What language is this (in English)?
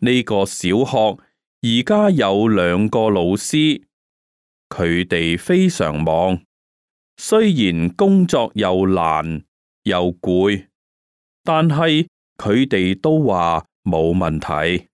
Cantonese